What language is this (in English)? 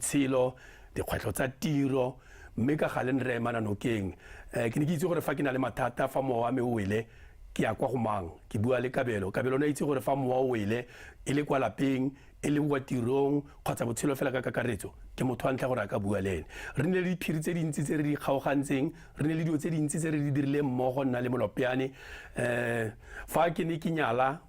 Tswana